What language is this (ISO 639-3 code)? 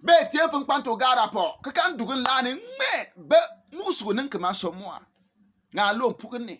bim